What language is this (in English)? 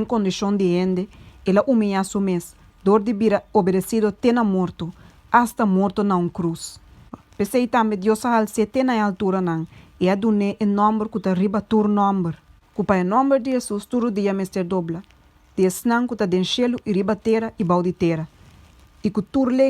Papiamento